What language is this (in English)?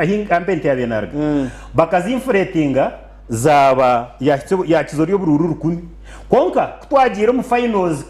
Nyankole